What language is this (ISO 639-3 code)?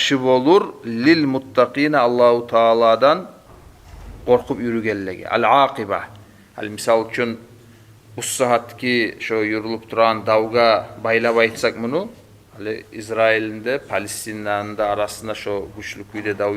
kum